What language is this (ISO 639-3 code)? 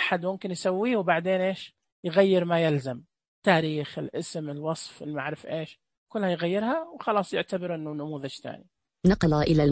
ars